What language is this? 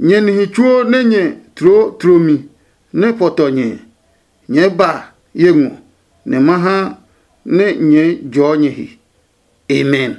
Adangme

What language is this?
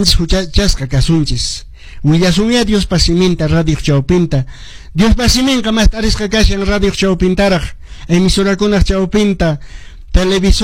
Quechua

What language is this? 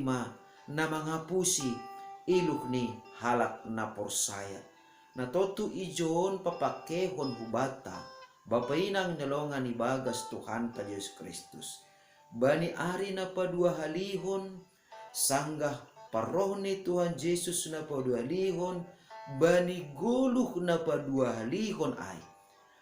Batak Simalungun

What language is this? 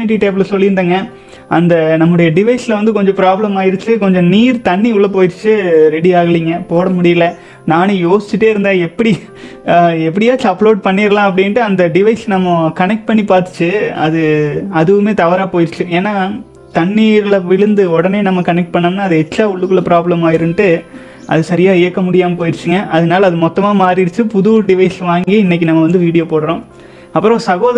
Tamil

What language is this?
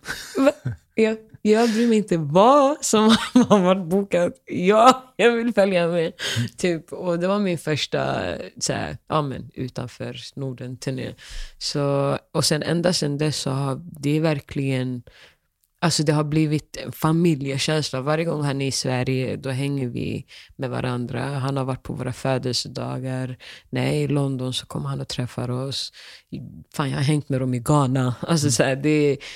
Swedish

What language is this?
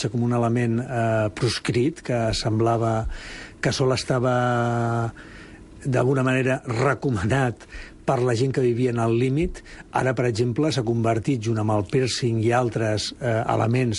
Catalan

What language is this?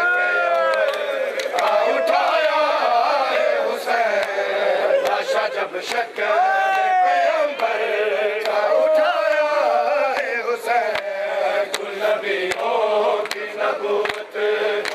Urdu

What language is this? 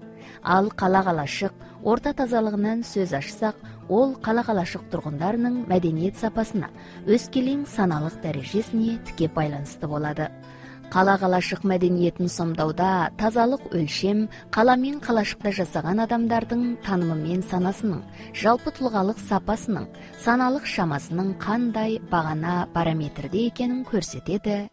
Kazakh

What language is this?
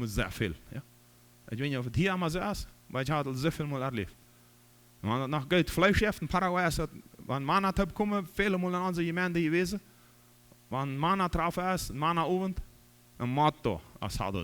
Plautdietsch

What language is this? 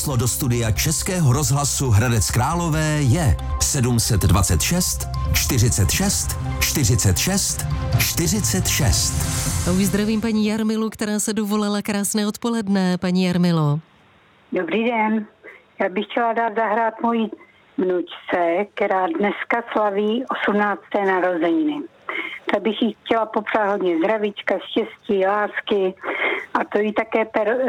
Czech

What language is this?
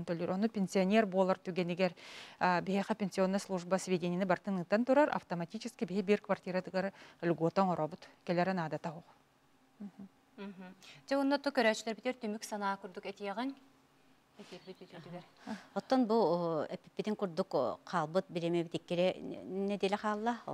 Yakut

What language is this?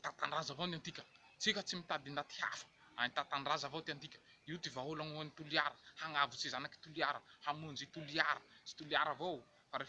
Malagasy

